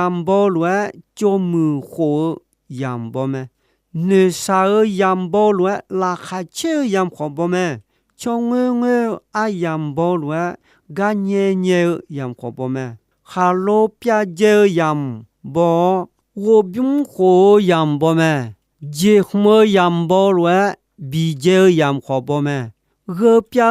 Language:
Akha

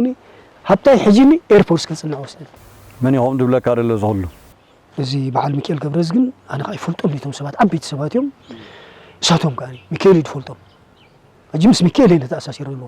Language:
Tigrinya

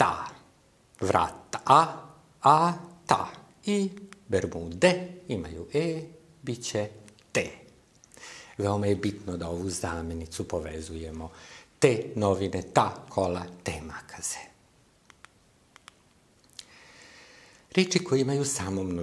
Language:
Serbian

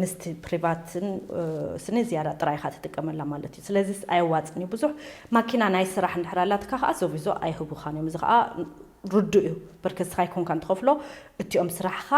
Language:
Tigrinya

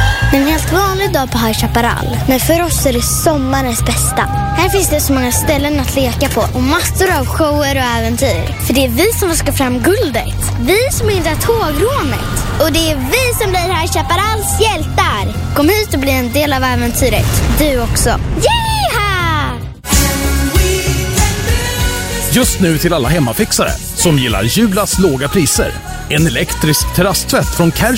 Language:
Swedish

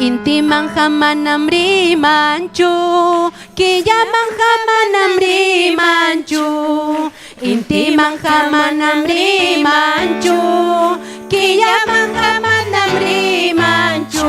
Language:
Ayacucho Quechua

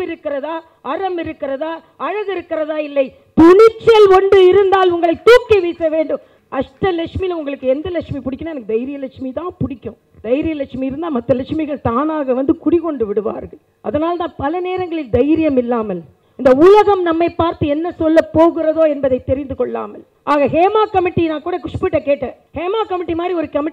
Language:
Tamil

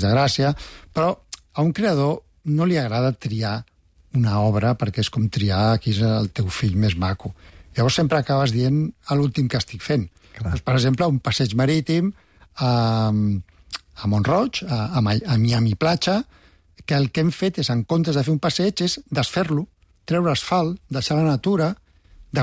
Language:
Catalan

